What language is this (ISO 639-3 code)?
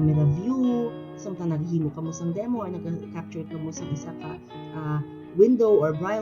hil